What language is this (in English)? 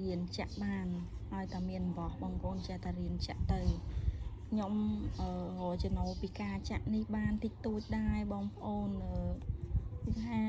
Khmer